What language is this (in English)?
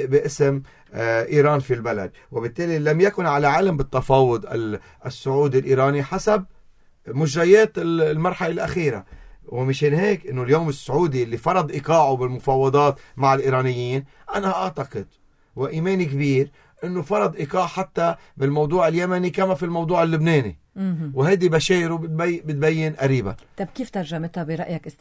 North Levantine Arabic